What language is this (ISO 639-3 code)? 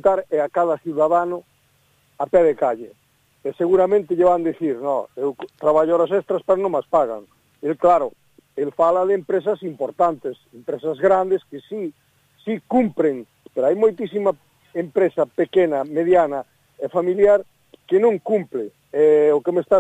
glg